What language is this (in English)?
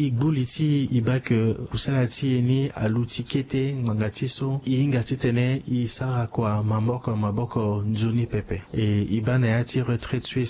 Sango